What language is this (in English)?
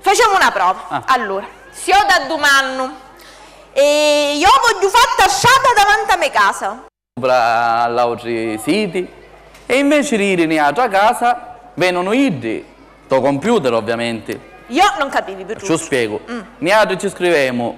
Sicilian